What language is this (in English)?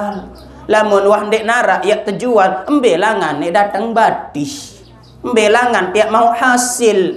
Sasak